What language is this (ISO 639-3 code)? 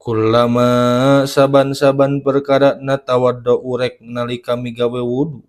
sun